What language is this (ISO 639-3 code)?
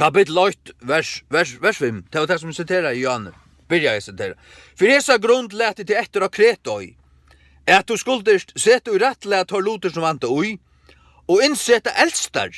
fao